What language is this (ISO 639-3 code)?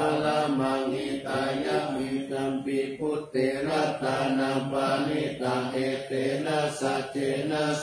pli